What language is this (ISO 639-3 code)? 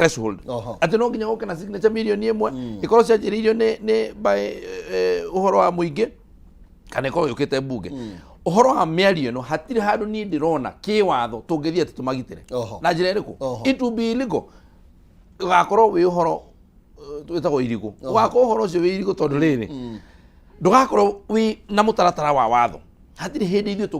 kik